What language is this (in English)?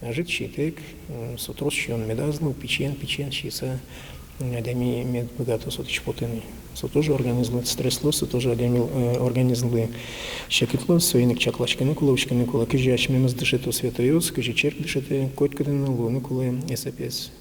Udmurt